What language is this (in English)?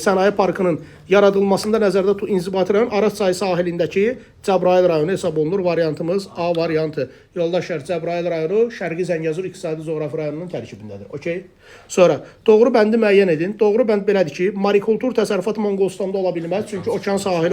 Azerbaijani